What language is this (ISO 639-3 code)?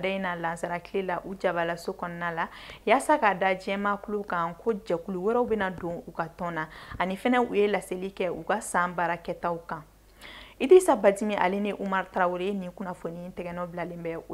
bam